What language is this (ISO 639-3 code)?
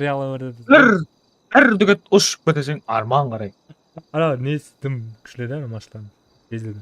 kaa